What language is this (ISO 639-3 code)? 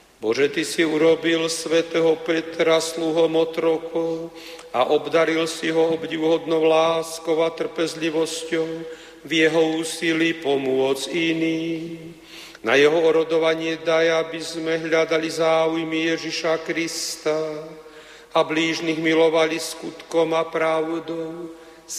slk